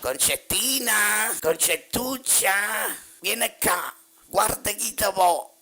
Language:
Neapolitan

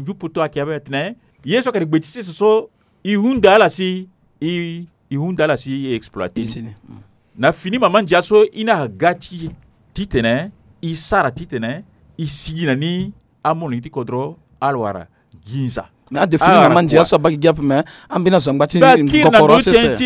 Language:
Sango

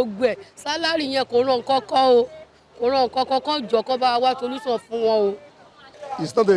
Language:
Yoruba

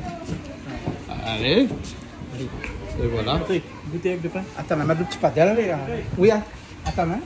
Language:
Réunion Creole French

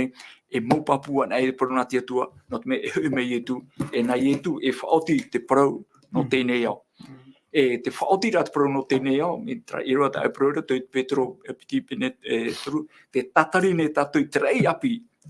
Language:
Tahitian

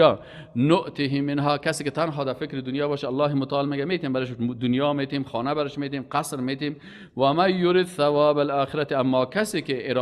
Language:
Persian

